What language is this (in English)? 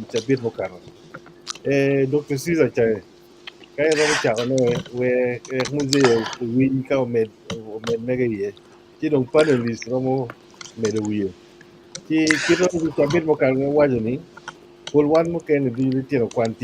Acoli